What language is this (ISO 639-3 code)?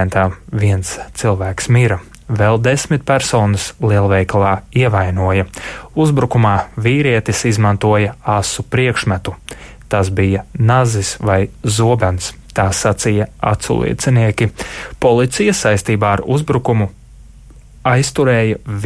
lav